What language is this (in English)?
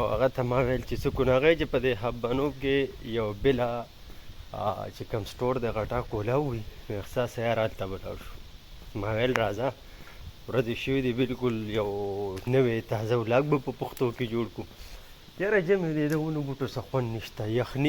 Pashto